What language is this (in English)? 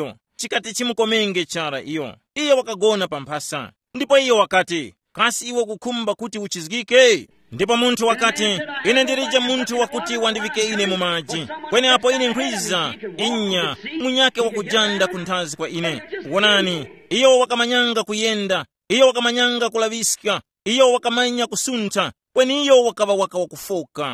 Tumbuka